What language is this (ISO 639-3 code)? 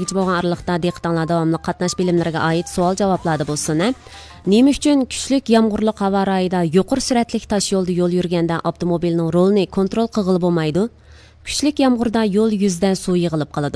uig